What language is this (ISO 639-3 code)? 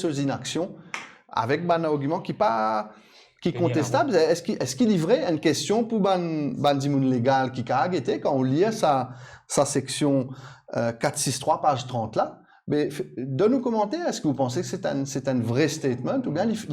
mfe